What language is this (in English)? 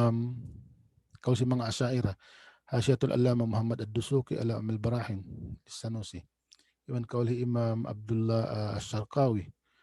Tausug